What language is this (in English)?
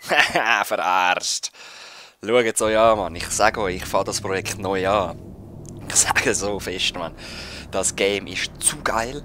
Swiss German